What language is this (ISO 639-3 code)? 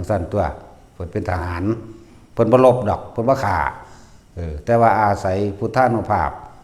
tts